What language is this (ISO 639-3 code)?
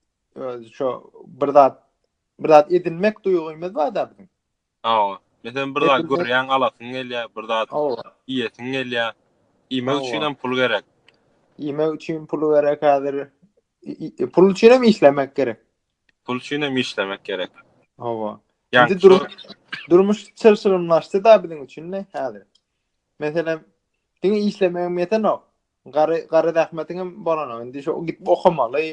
tuk